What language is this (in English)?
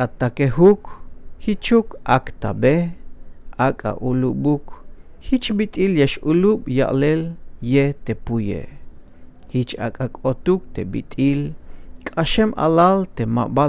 Tzeltal